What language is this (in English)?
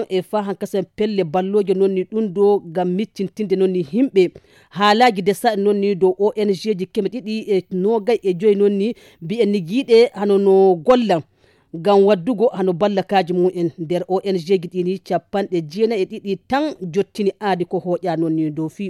Fula